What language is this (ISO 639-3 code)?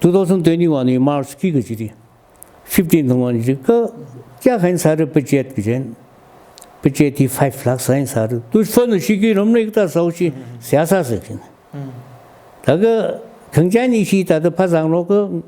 nmf